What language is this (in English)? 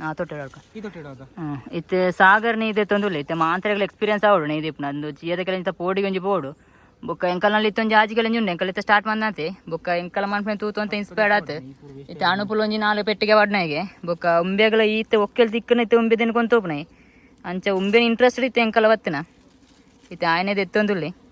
Tulu